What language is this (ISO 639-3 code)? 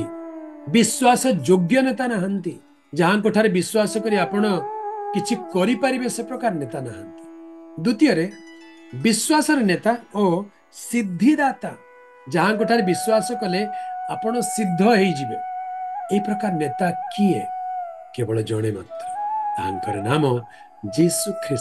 ori